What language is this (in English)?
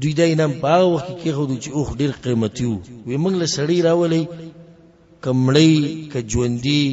Pashto